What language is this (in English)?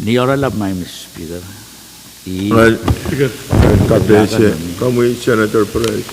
Pohnpeian